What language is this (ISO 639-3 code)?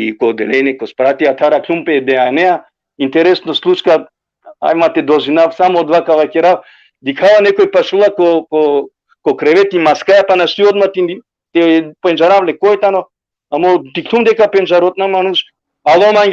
rmn